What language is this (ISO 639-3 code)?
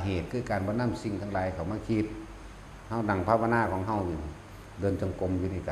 tts